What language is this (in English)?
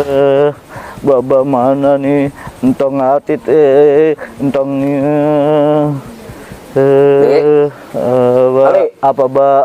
Betawi